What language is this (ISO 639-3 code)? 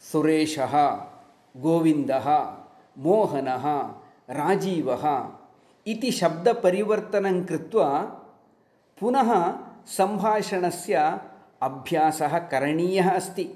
san